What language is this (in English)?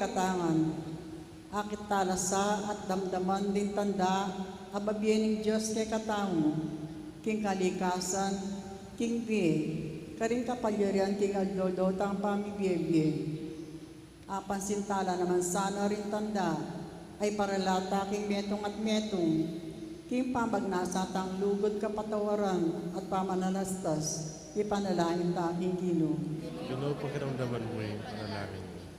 Pampanga